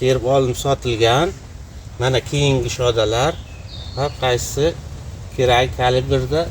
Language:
Uzbek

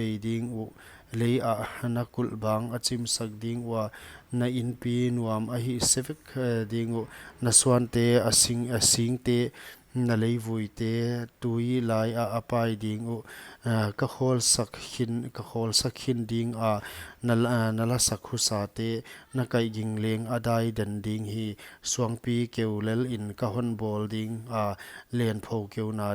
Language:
Paite Chin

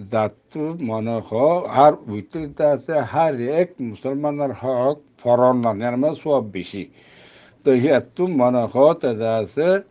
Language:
Rohingya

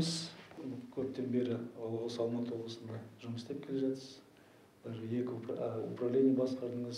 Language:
Kazakh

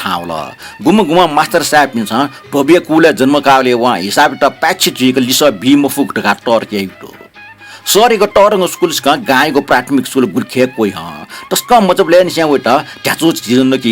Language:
Newari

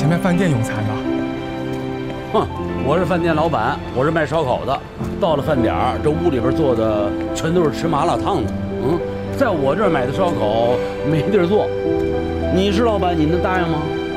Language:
Chinese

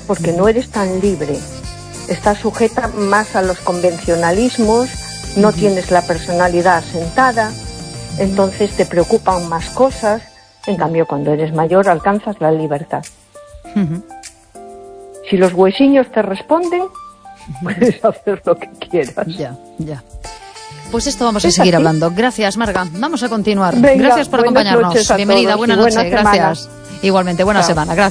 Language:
Spanish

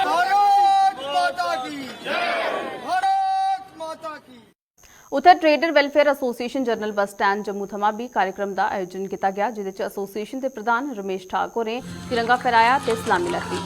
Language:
Dogri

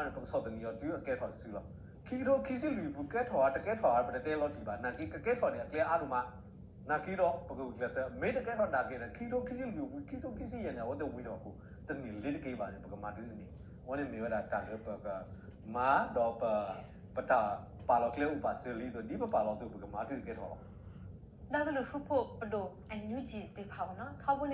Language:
S'gaw Karen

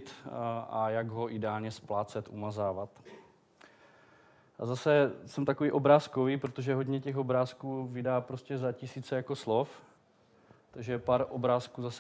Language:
Czech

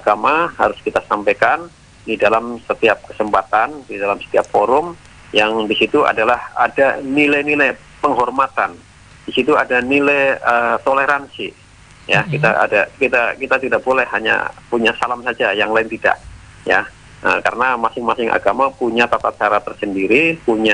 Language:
Indonesian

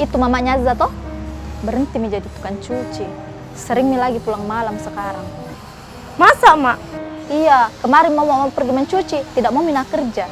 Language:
Makassar Malay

